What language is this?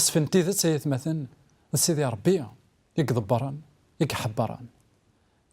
Kabyle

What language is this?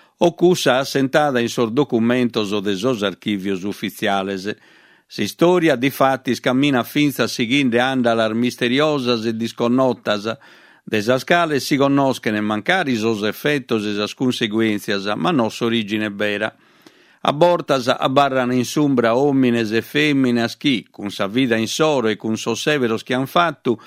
Sardinian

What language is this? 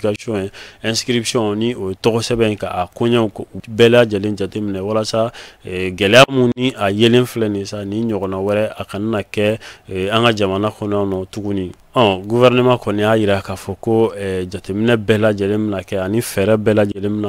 Bambara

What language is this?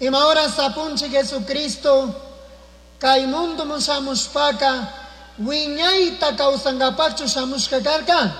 Chimborazo Highland Quichua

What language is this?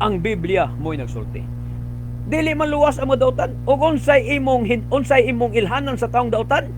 Cebuano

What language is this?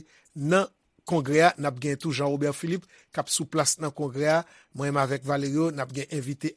Haitian Creole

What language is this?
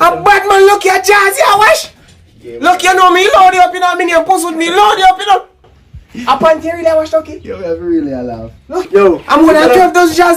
Jamaican Creole English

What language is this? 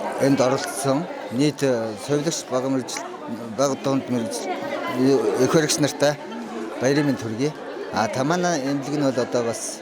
Mongolian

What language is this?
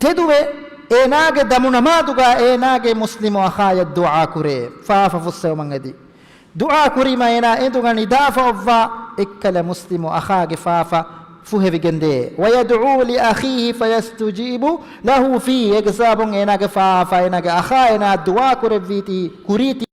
Divehi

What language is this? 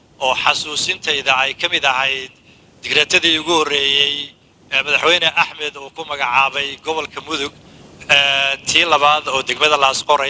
Somali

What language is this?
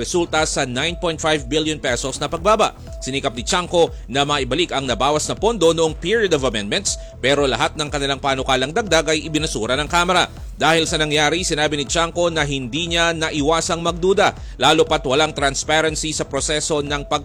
Filipino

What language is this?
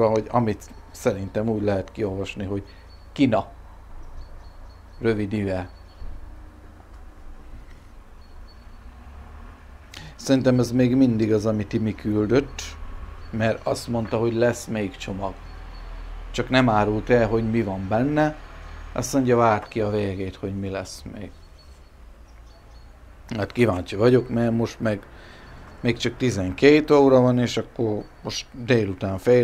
Hungarian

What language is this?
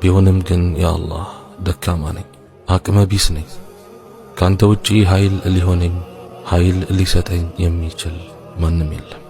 Amharic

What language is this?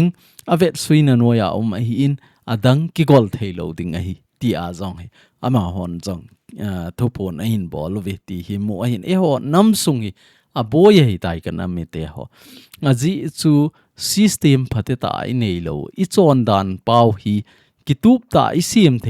Thado Chin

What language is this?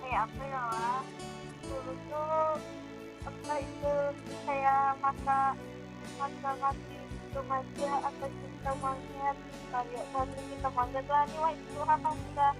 Banjar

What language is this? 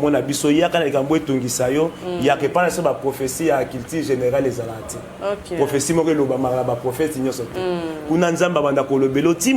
Lingala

